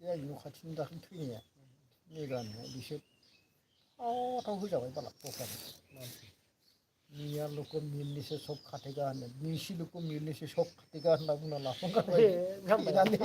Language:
Bodo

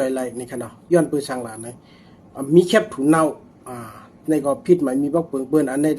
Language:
Shan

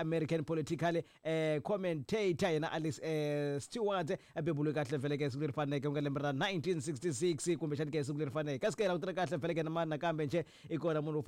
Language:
Tsonga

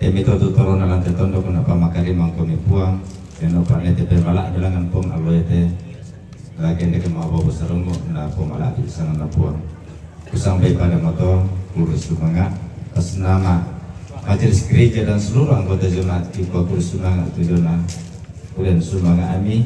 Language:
Toraja-Sa'dan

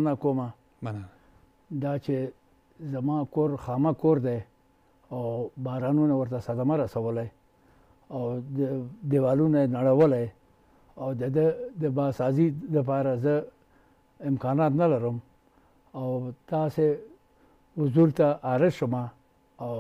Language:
Pashto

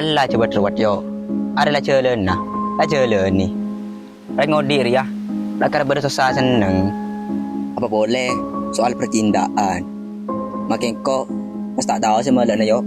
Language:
Madurese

